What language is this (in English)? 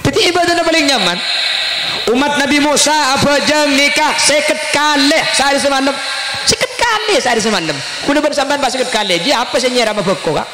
Madurese